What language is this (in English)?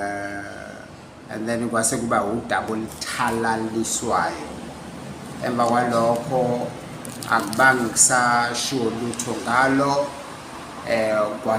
Zulu